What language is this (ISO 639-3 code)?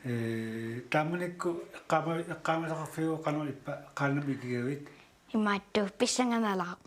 kal